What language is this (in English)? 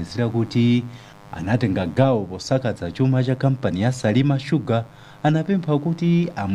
Nyanja